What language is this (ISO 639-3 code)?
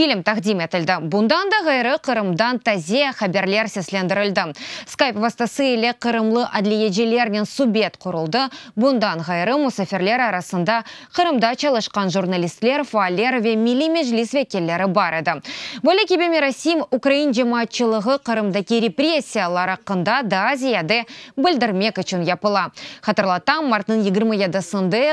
crh